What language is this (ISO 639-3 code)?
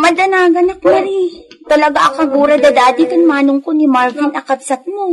ilo